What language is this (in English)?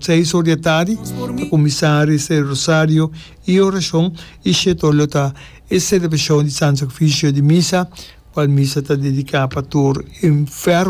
Papiamento